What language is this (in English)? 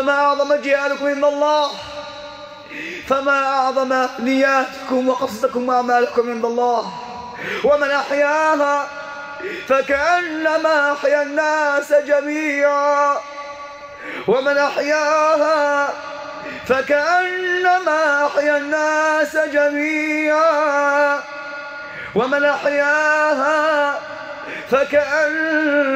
Arabic